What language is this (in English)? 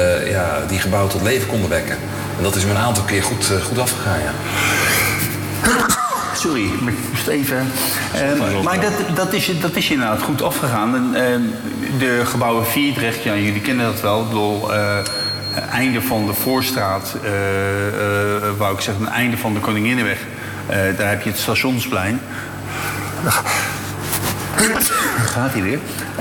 Dutch